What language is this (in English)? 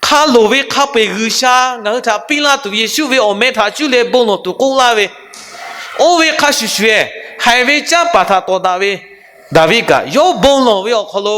Lahu